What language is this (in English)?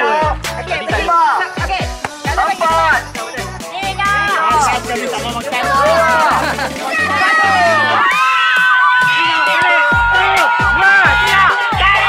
Malay